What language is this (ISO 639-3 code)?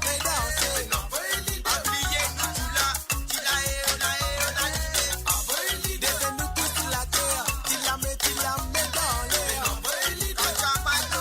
mfe